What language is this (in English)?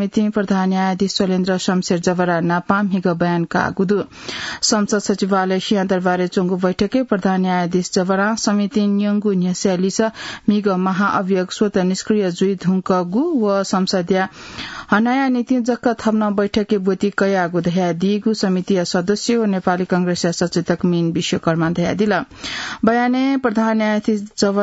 Newari